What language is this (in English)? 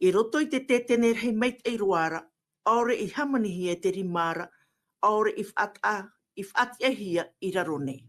Tahitian